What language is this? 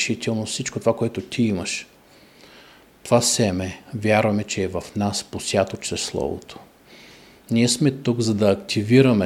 Bulgarian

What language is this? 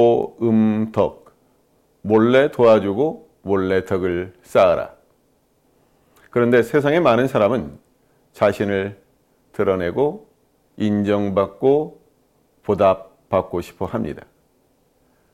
Korean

